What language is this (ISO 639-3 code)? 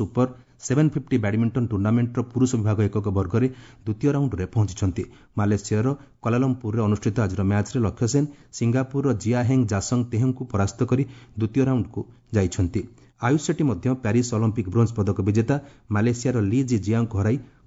ori